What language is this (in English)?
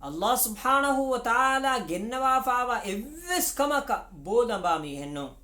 Divehi